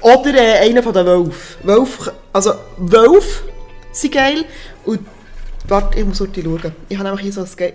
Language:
Swiss German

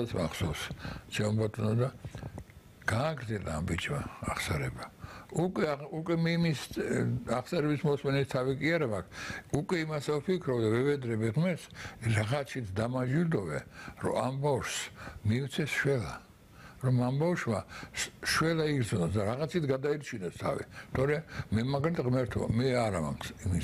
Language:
Georgian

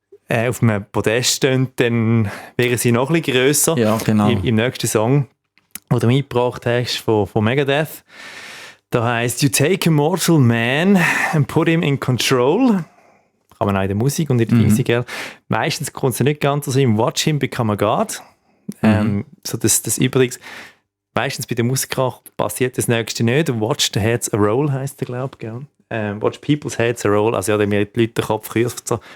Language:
Swiss German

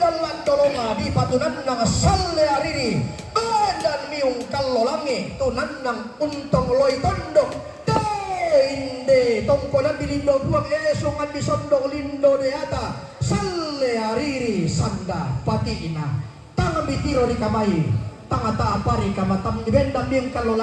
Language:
Toraja-Sa'dan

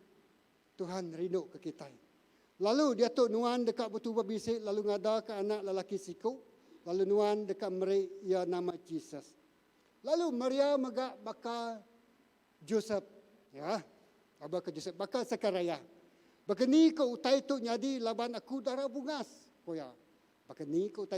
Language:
Iban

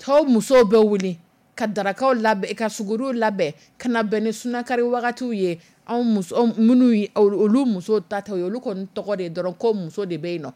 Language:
Dyula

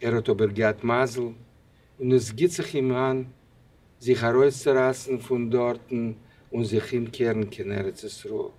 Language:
Yiddish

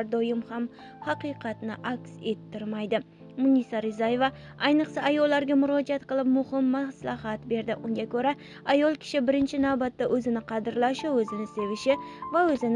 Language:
Uzbek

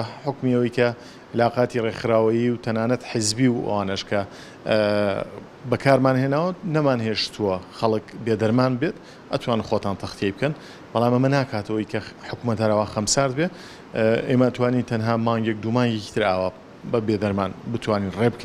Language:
Central Kurdish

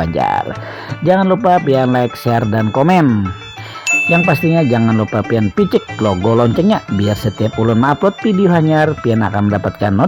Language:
Banjar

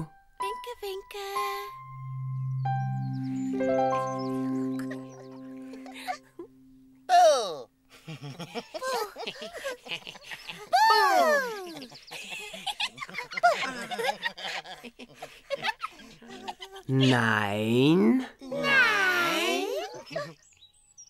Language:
German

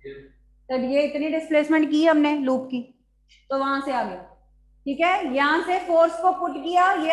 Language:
Hindi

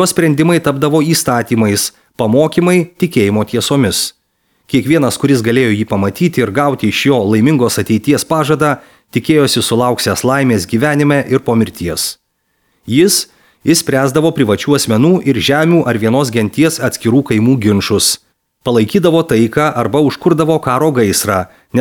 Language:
Lithuanian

